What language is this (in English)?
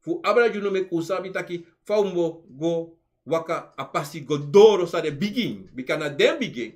Sranan Tongo